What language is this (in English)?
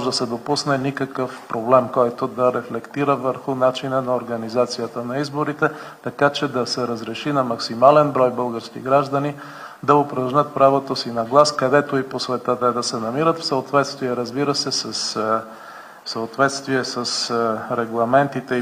Bulgarian